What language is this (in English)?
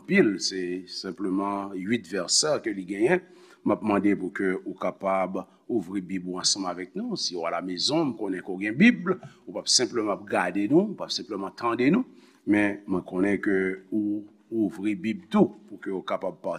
Haitian Creole